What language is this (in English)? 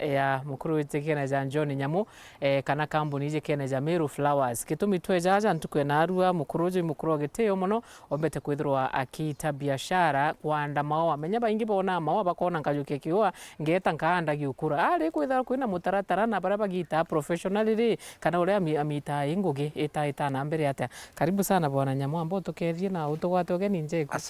Meru